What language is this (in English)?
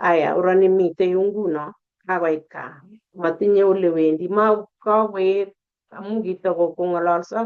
Kalenjin